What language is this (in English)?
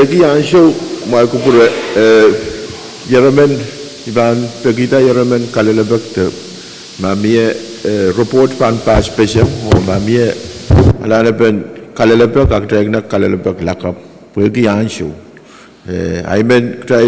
Pohnpeian